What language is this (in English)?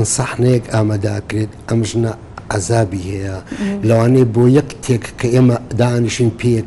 Central Kurdish